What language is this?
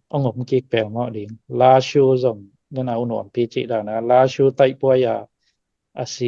Tedim Chin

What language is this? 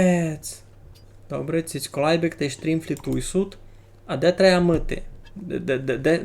Rusyn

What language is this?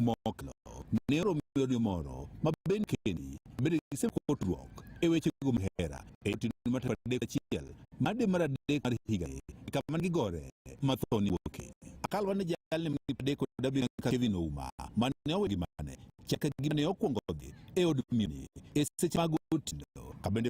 Luo (Kenya and Tanzania)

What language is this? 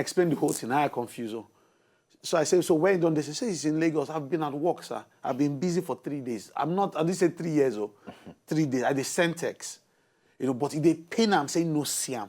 Nigerian Pidgin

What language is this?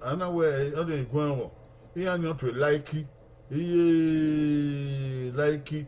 Bini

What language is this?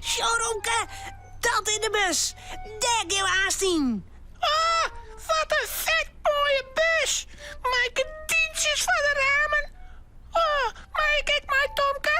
Western Frisian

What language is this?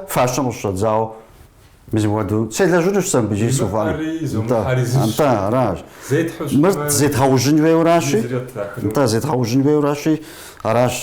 Kabardian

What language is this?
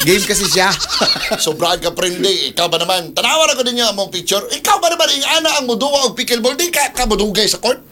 Cebuano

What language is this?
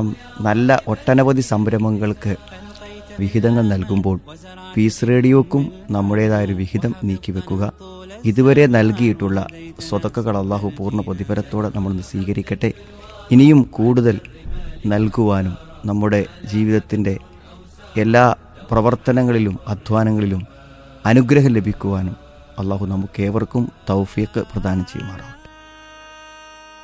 Malayalam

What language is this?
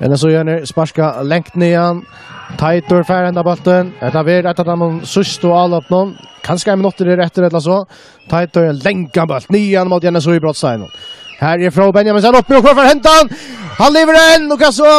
Faroese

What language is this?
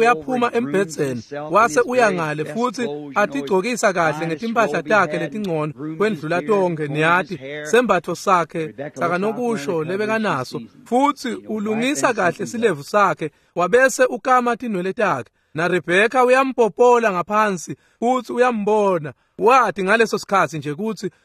Swati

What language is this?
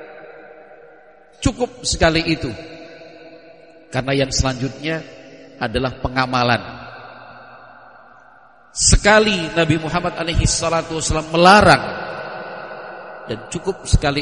Indonesian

